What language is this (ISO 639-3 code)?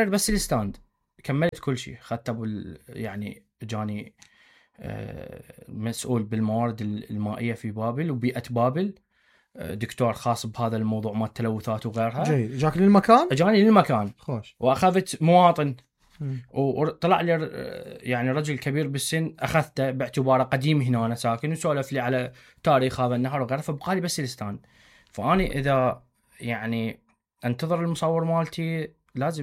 acm